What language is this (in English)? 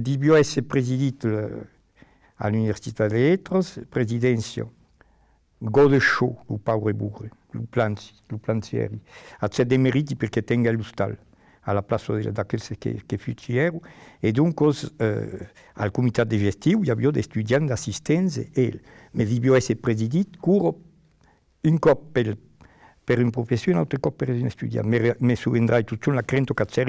Occitan